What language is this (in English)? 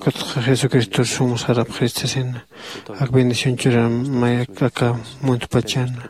Aymara